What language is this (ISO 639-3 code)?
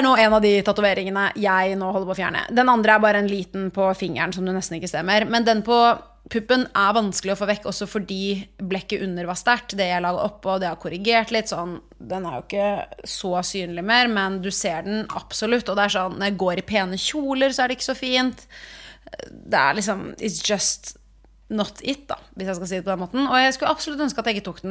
nor